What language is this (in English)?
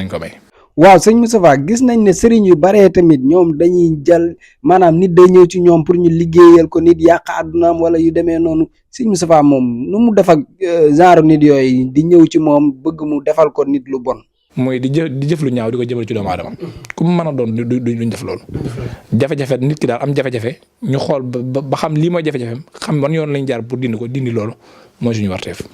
Wolof